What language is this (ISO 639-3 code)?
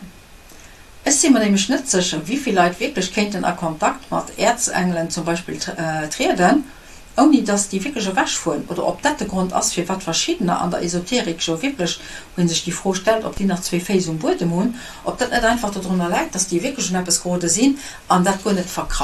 ltz